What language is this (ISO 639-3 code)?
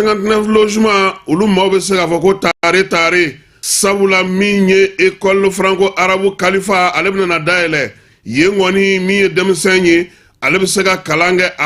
bam